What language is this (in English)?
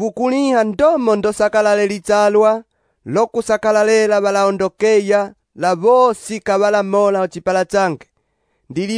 Umbundu